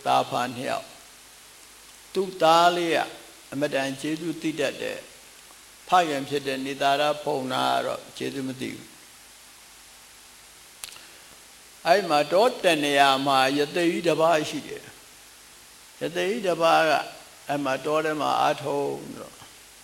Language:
Burmese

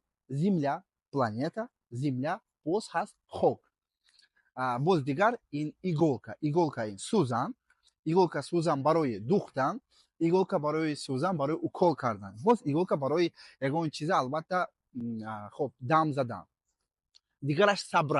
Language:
Tajik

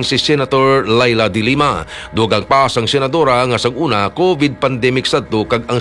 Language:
Hiligaynon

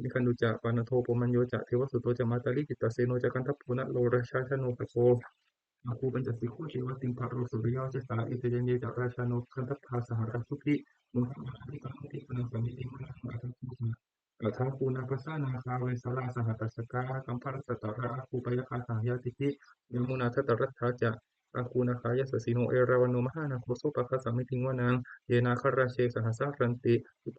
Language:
Pali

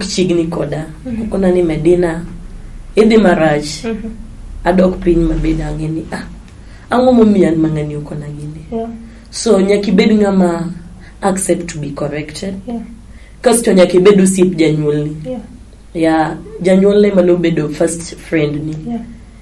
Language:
Luo (Kenya and Tanzania)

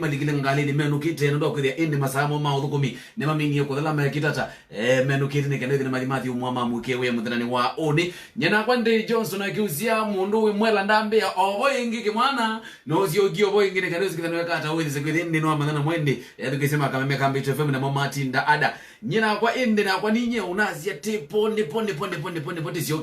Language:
Kamba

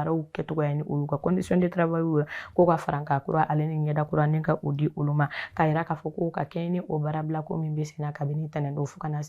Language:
Bambara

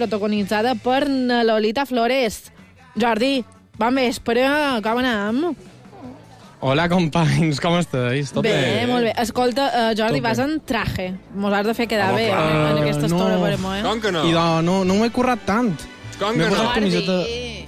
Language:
Catalan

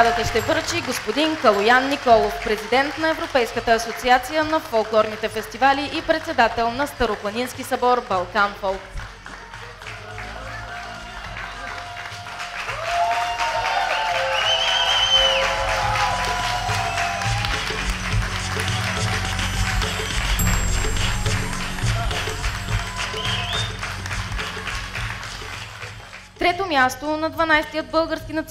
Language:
Bulgarian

